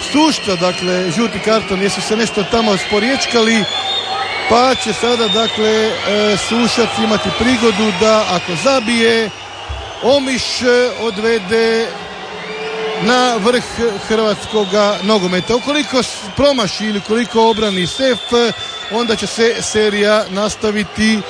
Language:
Croatian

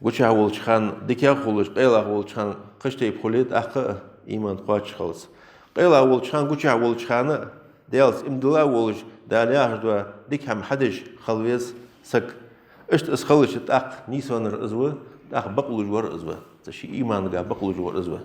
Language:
Ingush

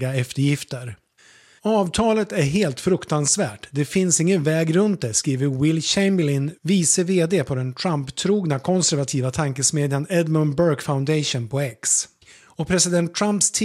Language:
Swedish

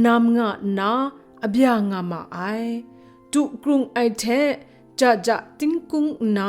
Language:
Kachin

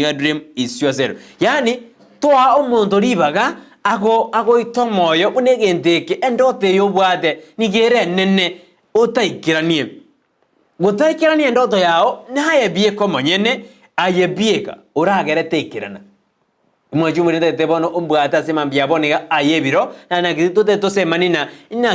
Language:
Gusii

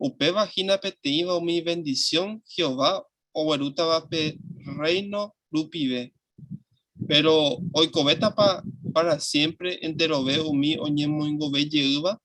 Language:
Guarani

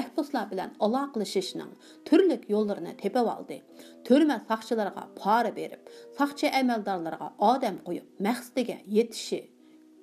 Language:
Uyghur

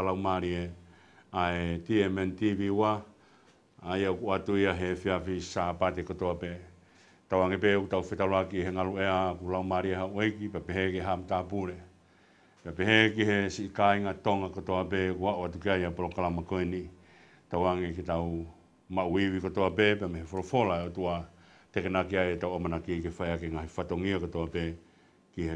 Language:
Tongan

